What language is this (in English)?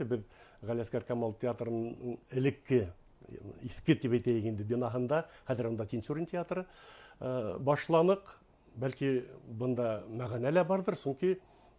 Bashkir